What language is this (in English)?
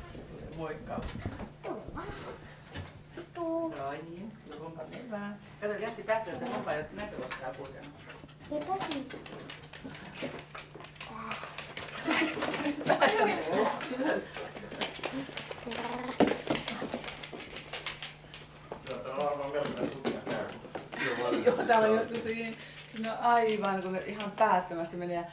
Finnish